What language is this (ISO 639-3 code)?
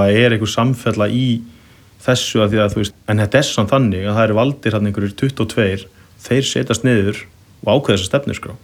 isl